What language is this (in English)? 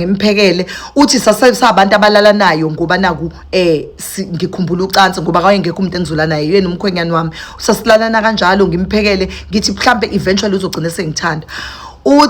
Zulu